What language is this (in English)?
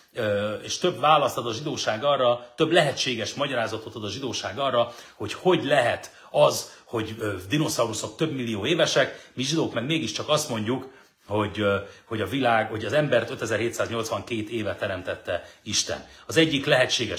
Hungarian